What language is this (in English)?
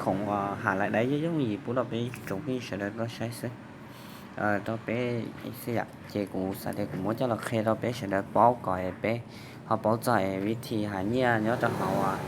Hmong